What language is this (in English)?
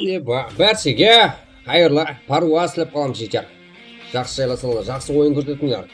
Kara-Kalpak